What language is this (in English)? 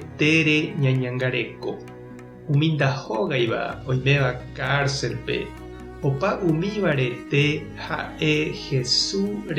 Guarani